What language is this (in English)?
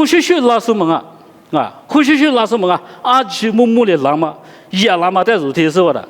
Lisu